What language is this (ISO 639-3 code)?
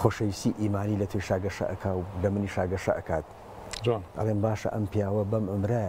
ckb